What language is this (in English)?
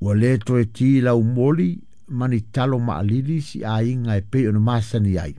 Samoan